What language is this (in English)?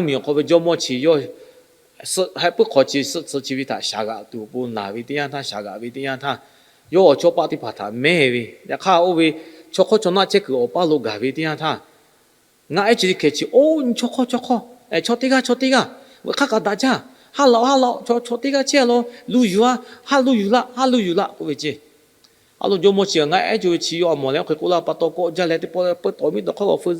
Lahu